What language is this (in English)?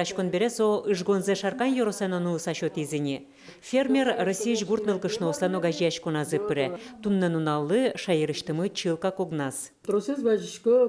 Udmurt